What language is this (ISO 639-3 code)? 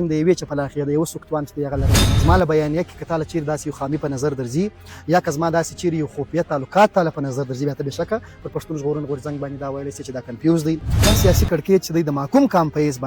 pus